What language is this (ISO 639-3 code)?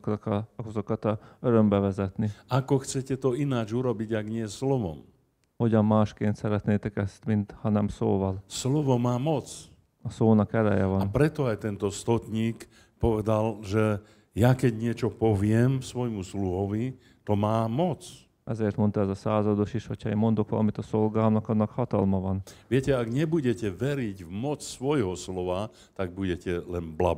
slk